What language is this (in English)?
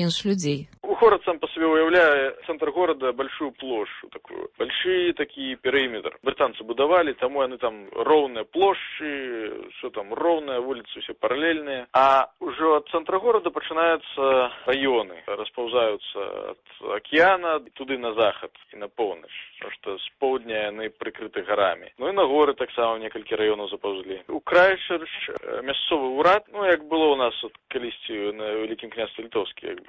Belarusian